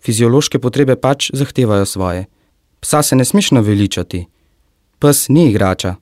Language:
Slovenian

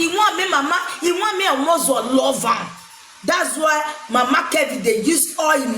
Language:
Nigerian Pidgin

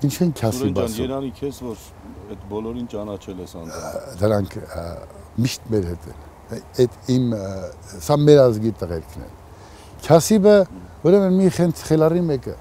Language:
Armenian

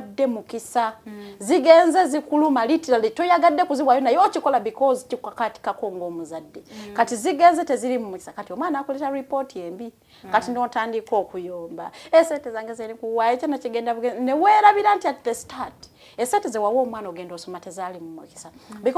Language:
Ganda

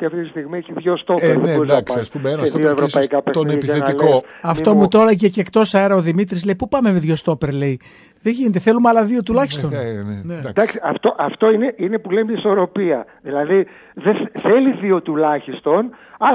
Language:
Greek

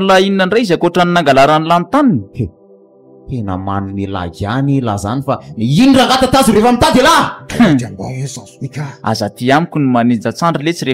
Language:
Malagasy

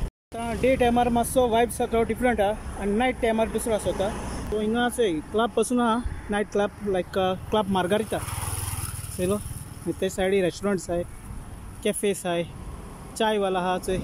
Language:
Konkani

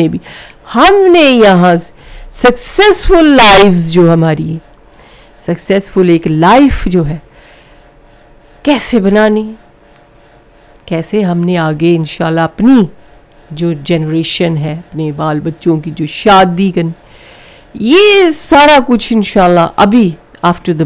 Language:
Urdu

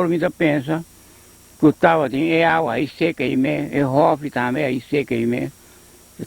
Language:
Papiamento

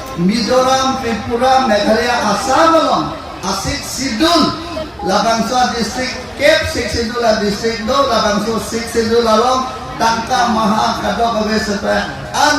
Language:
Karbi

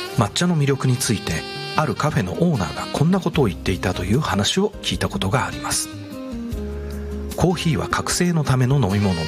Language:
Japanese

